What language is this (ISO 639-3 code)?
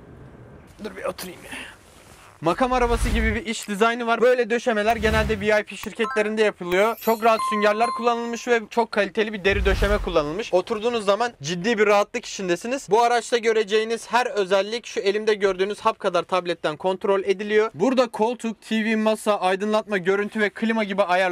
tur